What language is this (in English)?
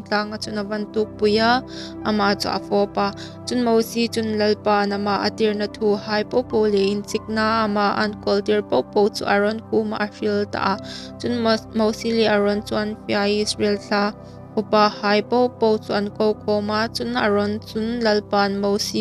Hmar